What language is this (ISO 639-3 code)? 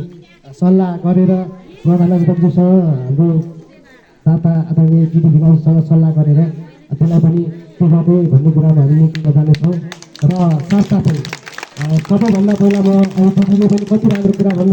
nep